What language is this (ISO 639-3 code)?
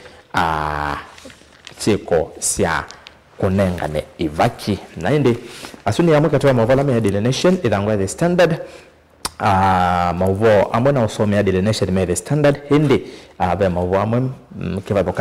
kam